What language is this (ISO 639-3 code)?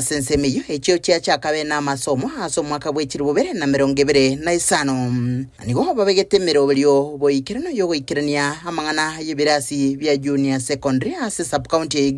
guz